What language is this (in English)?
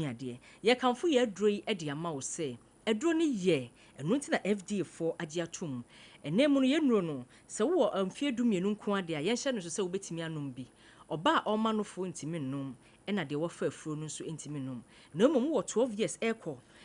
Akan